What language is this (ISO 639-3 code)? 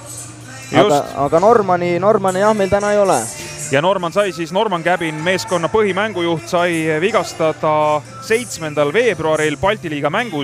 est